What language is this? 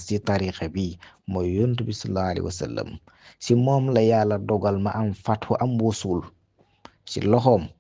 Wolof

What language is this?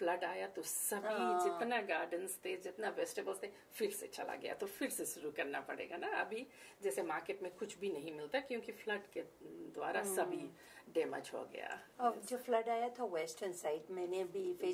Fiji Hindi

